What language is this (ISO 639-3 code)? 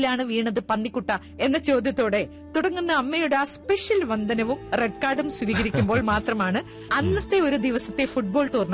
mal